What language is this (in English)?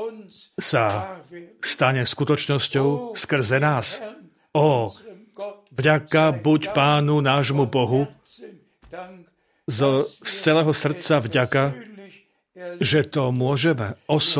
Slovak